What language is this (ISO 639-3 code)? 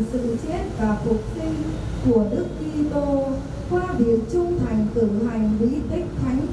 vie